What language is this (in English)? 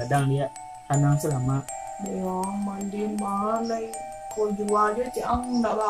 Minangkabau